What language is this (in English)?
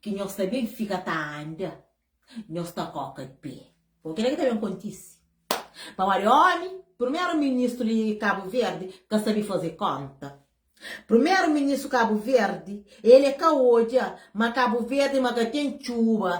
Kabuverdianu